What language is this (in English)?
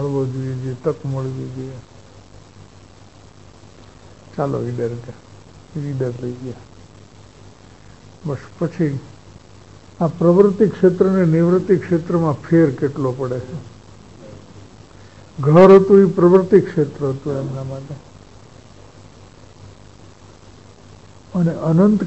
Gujarati